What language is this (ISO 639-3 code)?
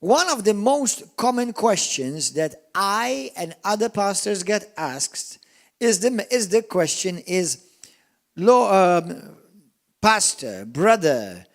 eng